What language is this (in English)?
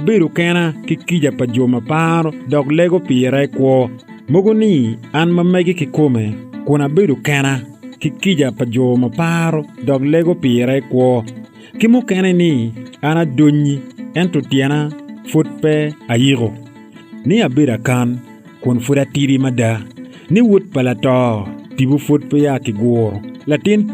Acoli